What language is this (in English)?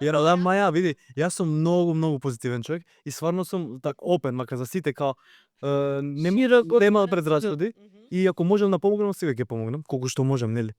Macedonian